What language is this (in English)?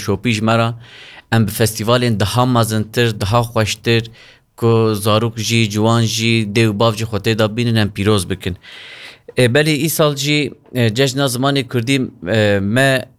Kurdish